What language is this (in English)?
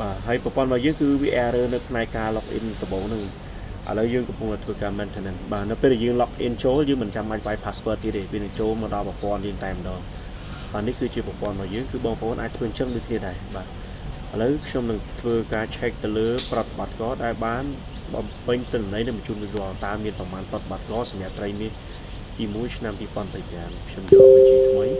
Khmer